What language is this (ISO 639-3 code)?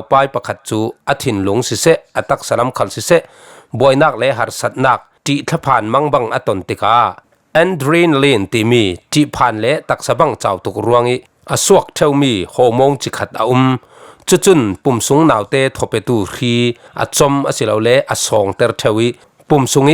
cfm